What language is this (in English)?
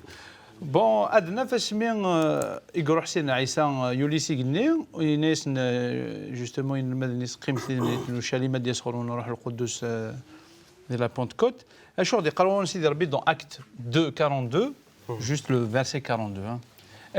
Kabyle